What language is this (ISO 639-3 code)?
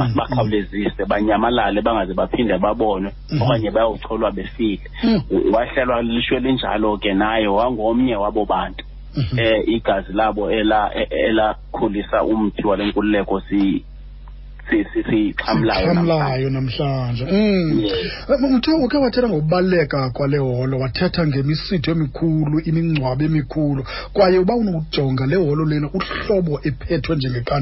xho